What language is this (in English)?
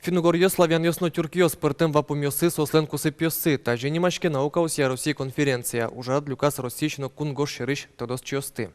Udmurt